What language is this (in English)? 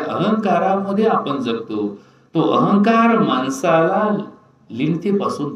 Marathi